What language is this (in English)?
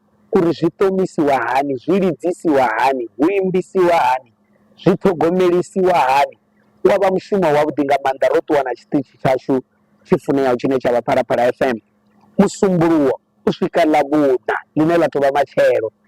Venda